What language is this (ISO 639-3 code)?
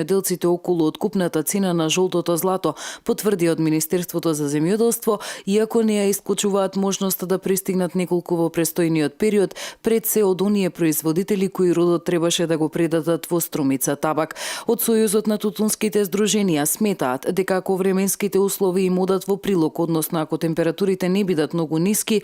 mkd